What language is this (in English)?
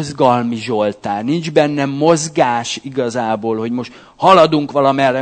Hungarian